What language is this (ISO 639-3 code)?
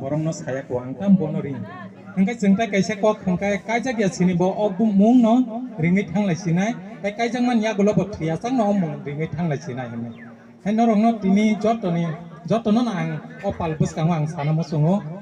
trp